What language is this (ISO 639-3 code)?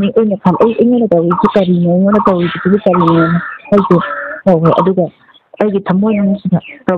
mni